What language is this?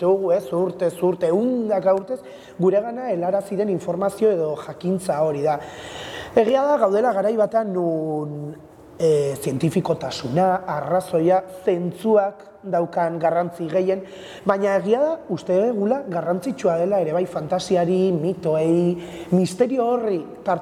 Basque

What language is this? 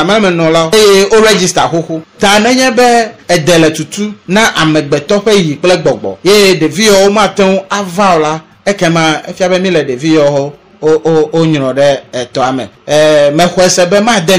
Ewe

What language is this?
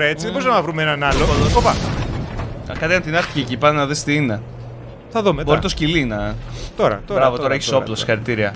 Greek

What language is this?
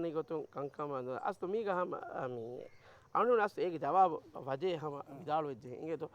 Divehi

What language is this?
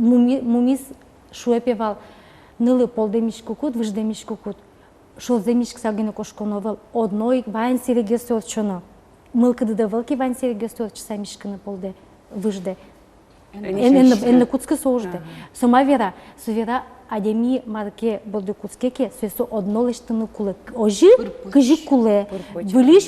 Udmurt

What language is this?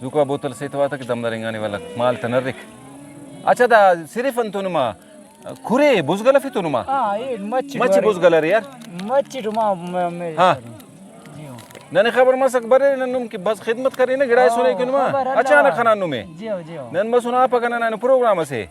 Brahui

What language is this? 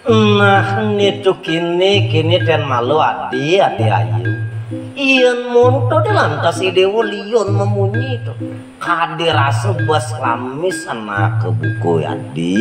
Balinese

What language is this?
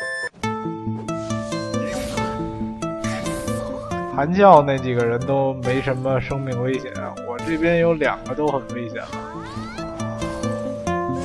Chinese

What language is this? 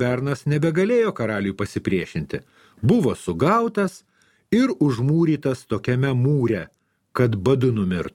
Lithuanian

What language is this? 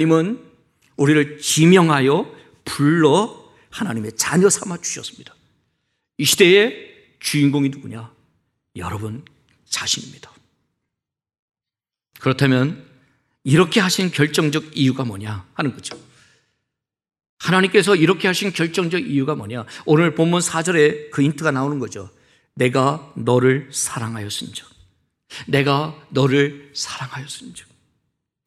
Korean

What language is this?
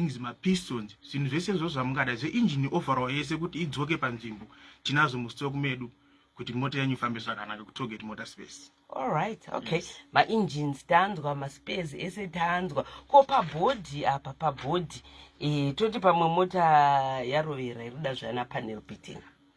Shona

